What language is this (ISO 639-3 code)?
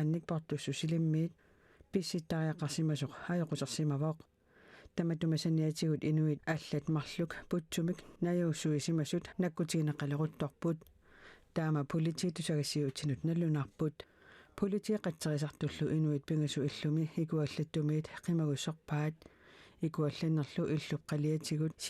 kal